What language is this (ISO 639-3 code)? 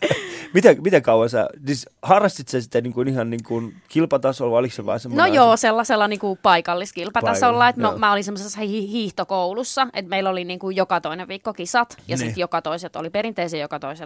fin